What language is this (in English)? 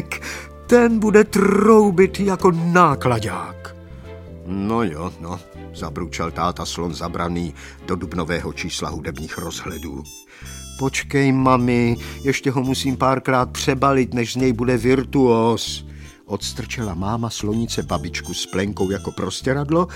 Czech